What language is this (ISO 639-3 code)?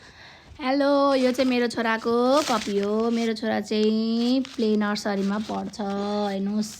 nep